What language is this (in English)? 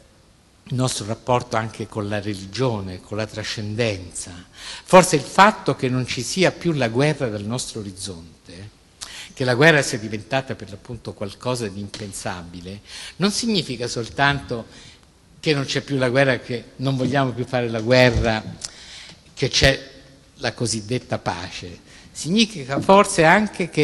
Italian